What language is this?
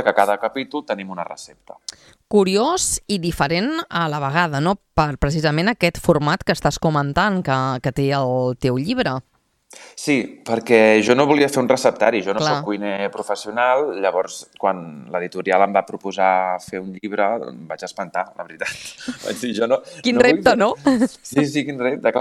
Catalan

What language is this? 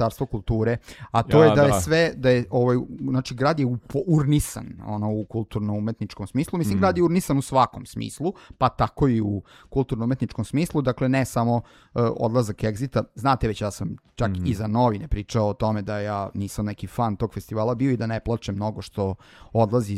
Serbian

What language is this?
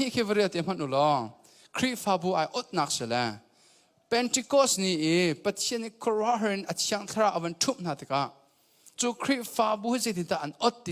Hakha Chin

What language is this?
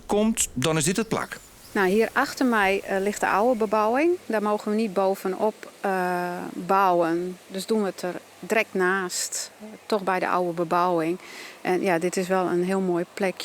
Western Frisian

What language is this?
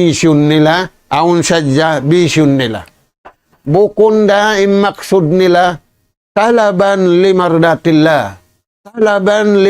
Tausug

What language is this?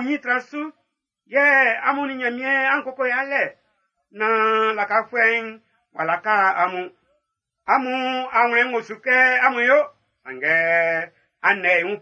Baoulé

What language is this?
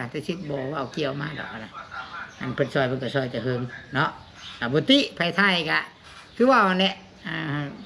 Northeastern Thai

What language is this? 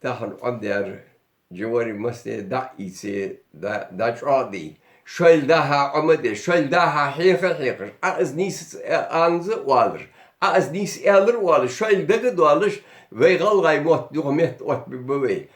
Ingush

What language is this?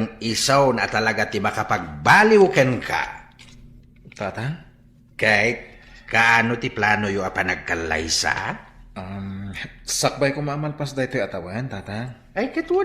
Iloko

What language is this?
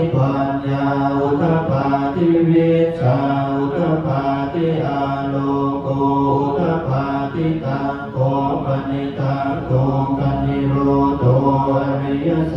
Pali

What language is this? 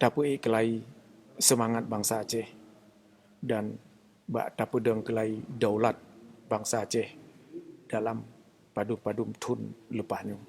Achinese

